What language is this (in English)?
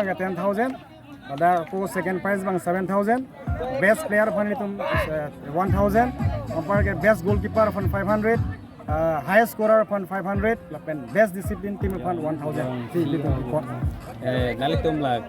Karbi